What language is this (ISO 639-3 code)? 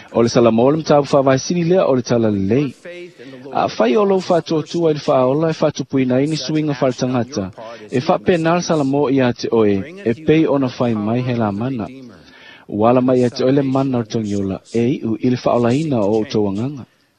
smo